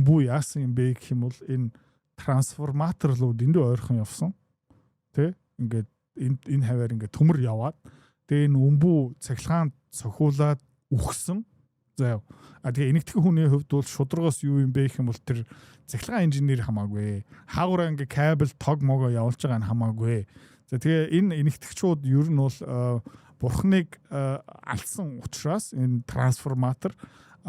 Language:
Mongolian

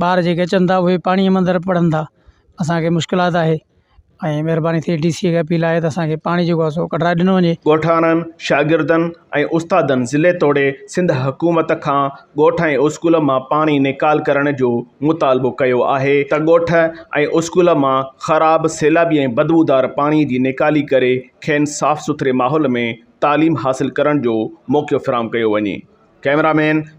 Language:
Sindhi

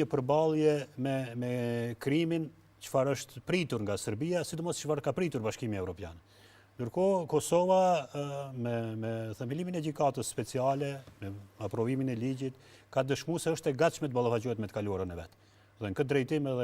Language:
Albanian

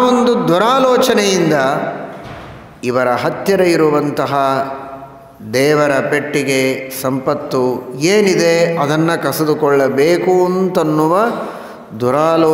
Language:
Kannada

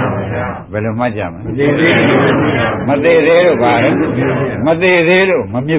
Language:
Burmese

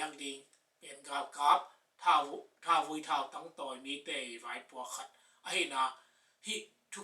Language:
Tedim Chin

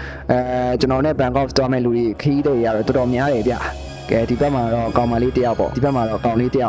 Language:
Burmese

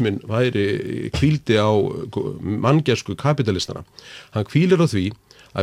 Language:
Icelandic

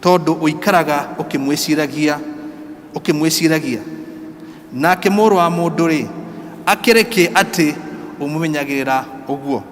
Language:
Kikuyu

